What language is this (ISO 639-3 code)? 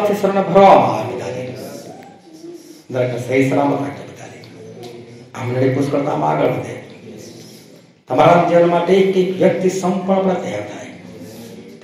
guj